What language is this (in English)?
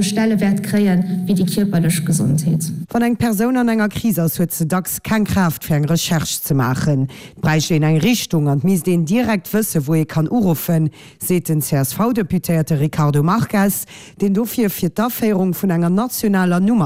Luxembourgish